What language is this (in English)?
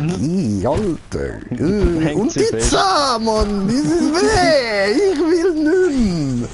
Swiss German